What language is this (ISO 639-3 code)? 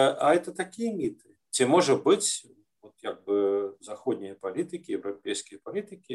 bel